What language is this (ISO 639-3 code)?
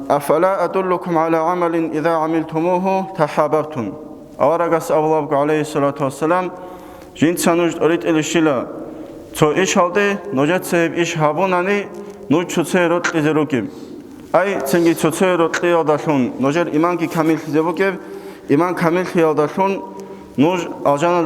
ava